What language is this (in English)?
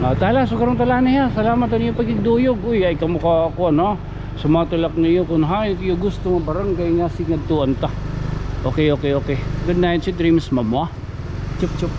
Waray